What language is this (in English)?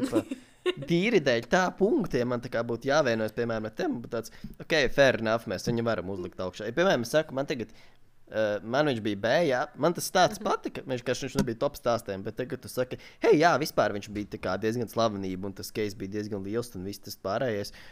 Latvian